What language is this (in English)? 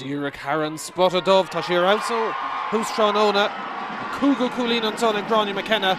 Irish